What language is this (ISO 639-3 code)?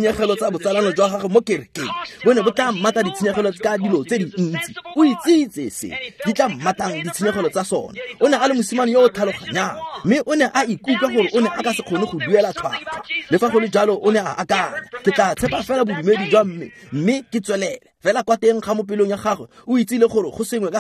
tsn